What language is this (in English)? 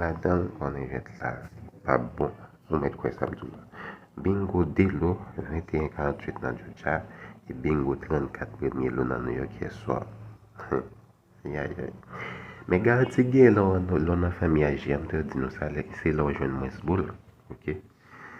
Haitian Creole